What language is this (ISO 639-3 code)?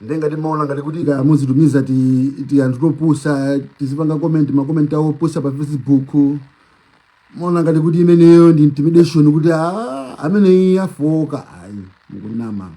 nya